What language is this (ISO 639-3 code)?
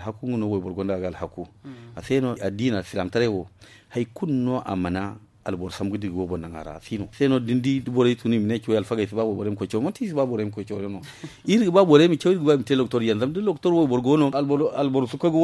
dje